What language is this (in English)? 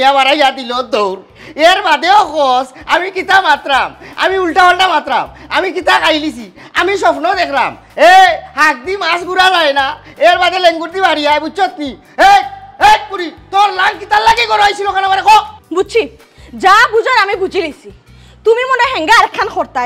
Sylheti